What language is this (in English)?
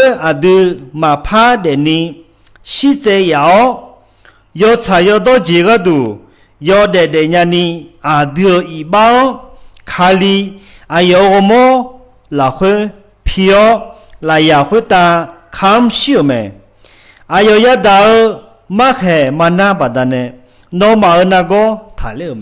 Akha